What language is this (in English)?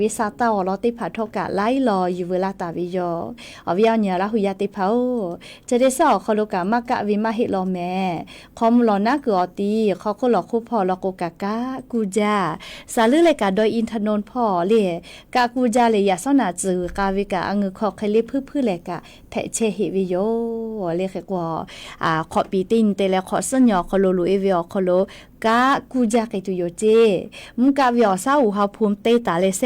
Lahu